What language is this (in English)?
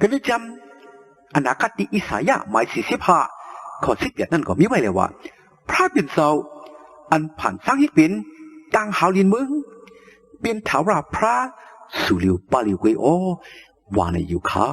Shan